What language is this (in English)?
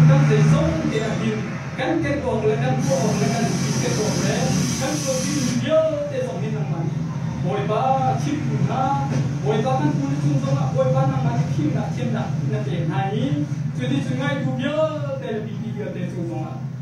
Hakha Chin